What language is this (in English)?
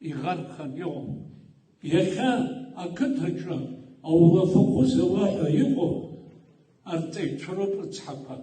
Abkhazian